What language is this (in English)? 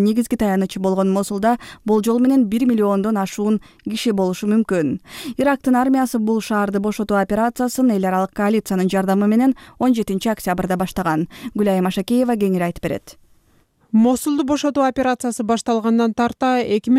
Kyrgyz